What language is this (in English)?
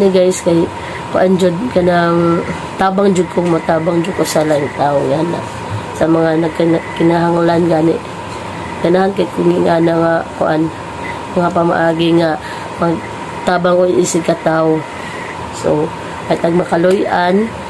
Cebuano